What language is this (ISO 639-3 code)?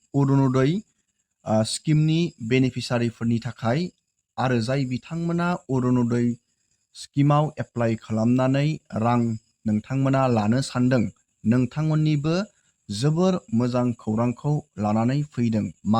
brx